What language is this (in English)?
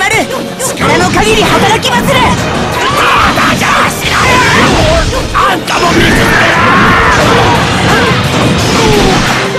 Japanese